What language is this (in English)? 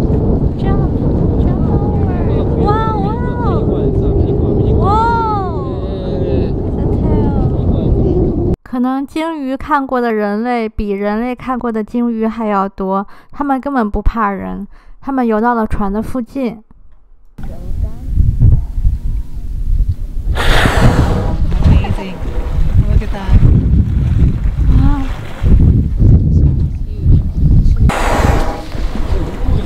Chinese